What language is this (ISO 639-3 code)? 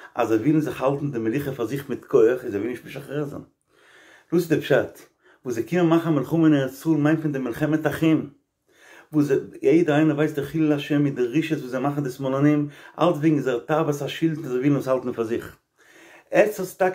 yid